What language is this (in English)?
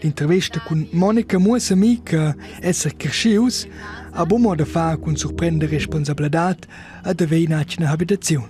Romansh